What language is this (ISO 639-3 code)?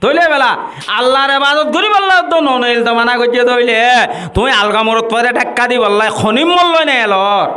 rhg